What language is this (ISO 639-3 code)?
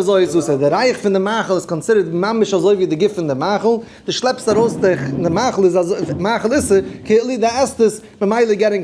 yid